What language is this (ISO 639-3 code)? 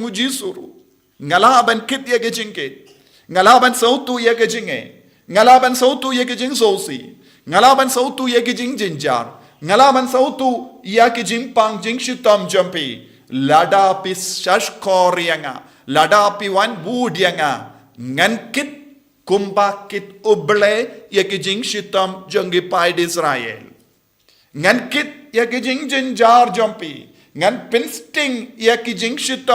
kha